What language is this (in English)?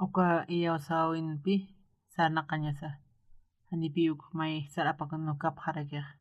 Aymara